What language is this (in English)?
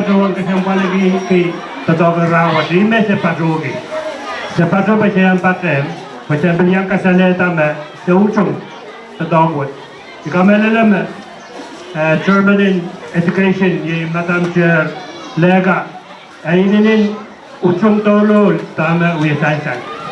Pohnpeian